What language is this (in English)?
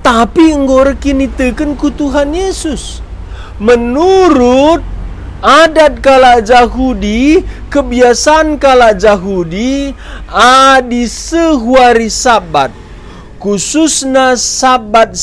Batak Karo